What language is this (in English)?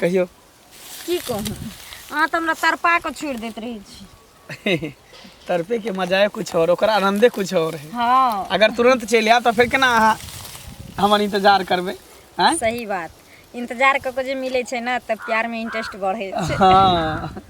Maithili